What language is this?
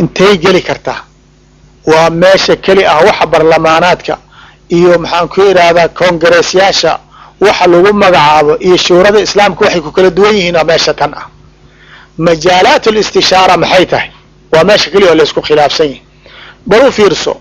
Somali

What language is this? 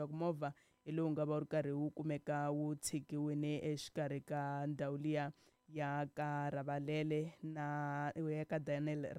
Tsonga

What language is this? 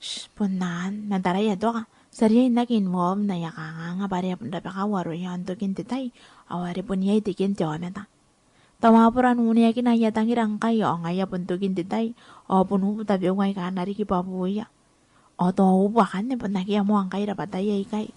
Gilbertese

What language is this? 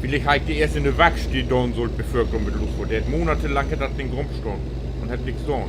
Low German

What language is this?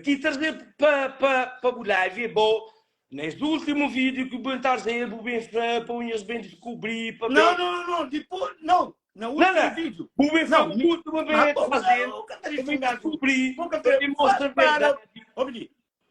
Kabuverdianu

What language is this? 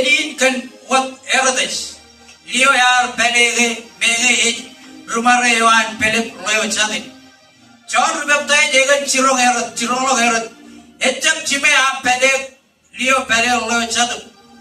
Marshallese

